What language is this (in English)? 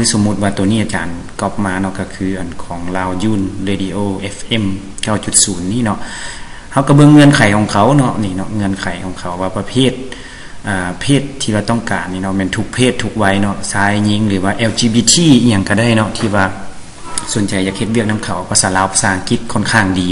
Lao